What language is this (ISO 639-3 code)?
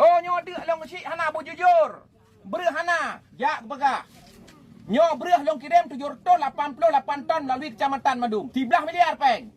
ace